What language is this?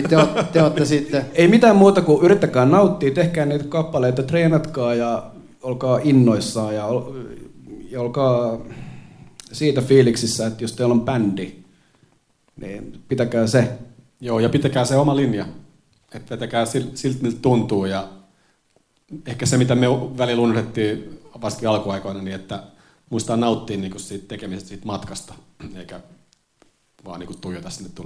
Finnish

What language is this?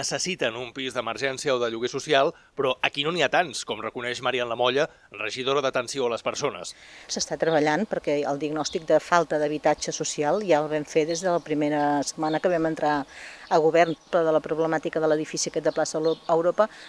Catalan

